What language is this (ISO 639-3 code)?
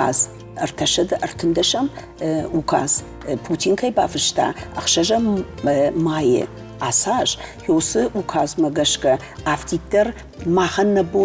oss